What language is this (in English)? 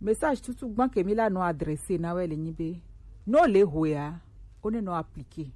Gen